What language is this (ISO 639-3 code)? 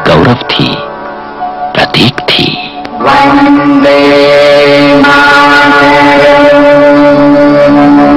hin